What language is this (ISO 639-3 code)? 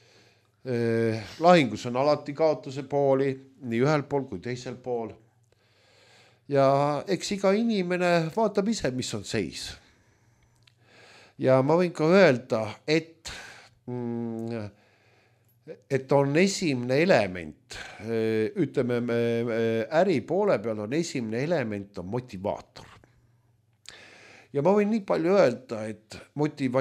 est